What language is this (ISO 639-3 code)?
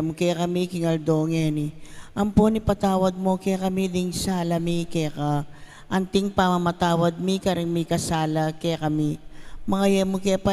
pam